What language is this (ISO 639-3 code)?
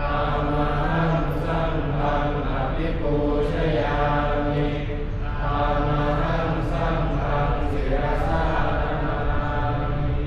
pli